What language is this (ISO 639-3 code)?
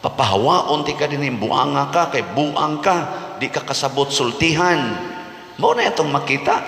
ceb